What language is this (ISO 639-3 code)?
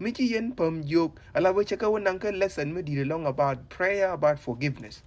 nus